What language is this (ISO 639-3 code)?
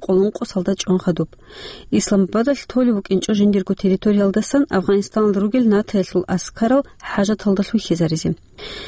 ava